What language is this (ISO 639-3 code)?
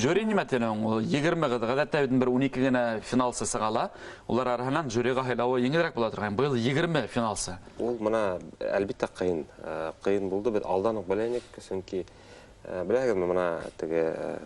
bak